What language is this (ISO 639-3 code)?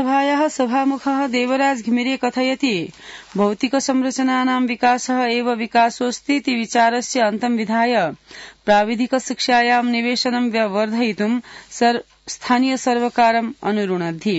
san